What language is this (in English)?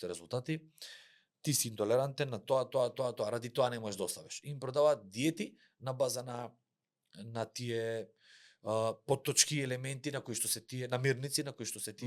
Macedonian